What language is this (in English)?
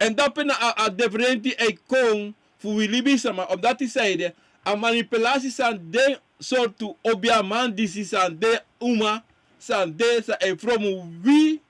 Sranan Tongo